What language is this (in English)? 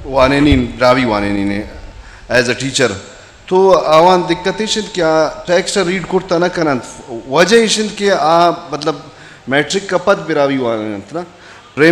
Eastern Balochi